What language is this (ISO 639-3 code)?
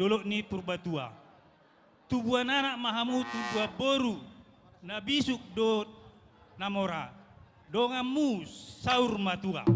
bbc